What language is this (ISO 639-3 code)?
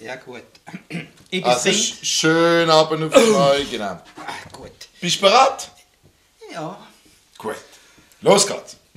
gsw